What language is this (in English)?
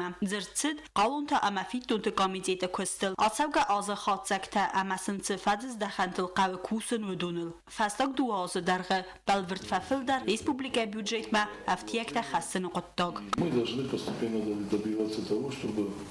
Ossetic